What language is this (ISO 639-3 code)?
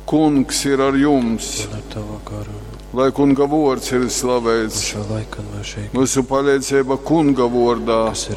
ltg